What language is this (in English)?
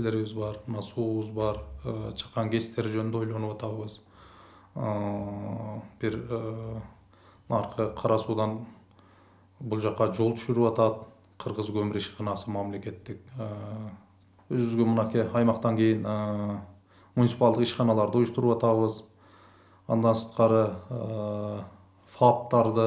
Kyrgyz